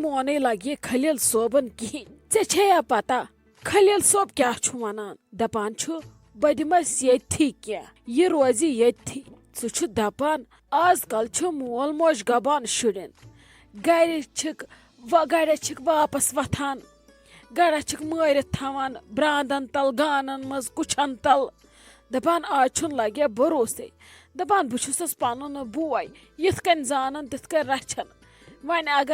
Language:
Kashmiri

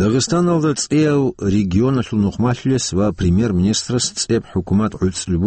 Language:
Avaric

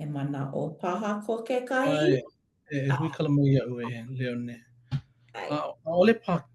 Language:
Hawaiian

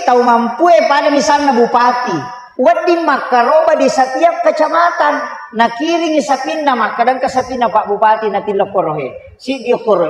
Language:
Buginese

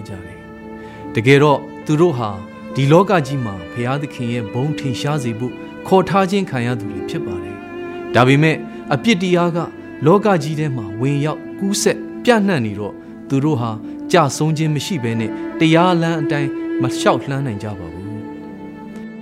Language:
Burmese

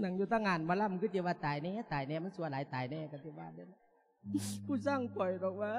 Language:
Lao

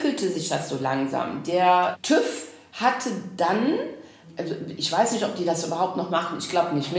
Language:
German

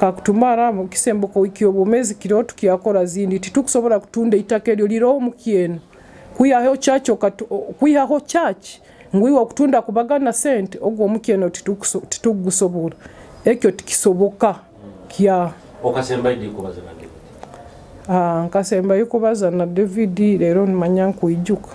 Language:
Nyoro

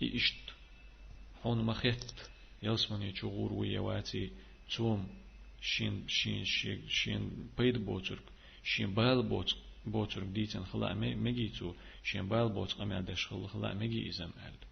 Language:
Chechen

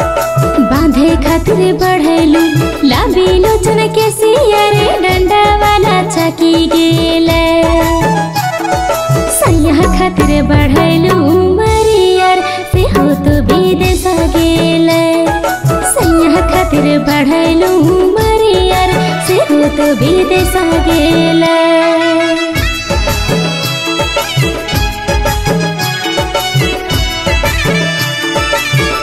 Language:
Bhojpuri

